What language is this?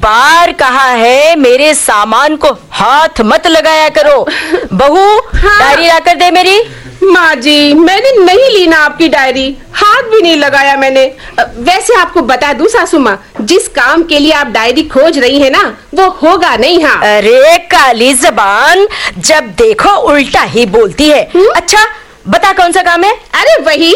Hindi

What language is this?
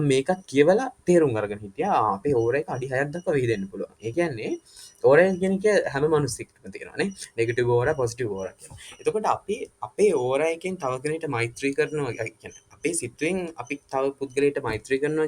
Sinhala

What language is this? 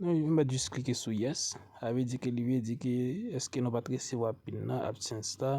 Haitian Creole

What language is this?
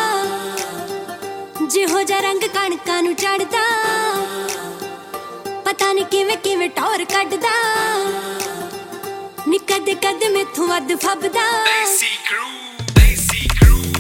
Punjabi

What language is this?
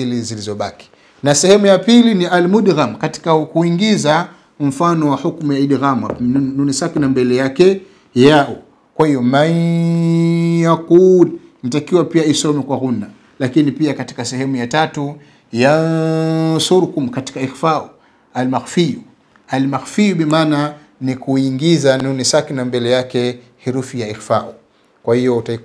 Swahili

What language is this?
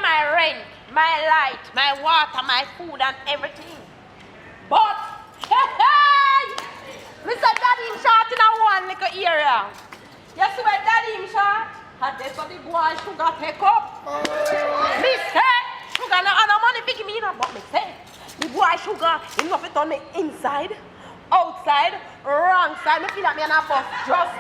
Jamaican Creole English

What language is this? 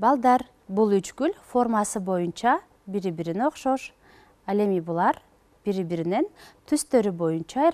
Kyrgyz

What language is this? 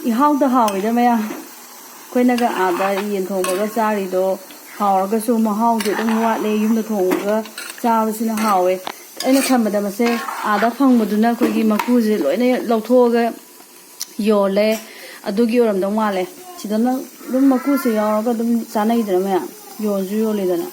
Manipuri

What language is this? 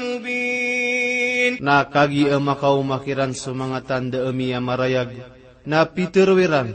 Maranao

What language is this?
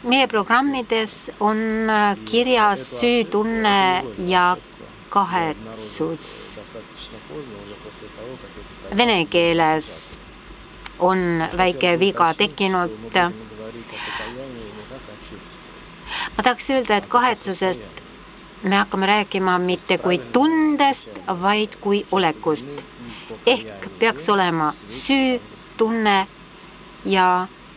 Estonian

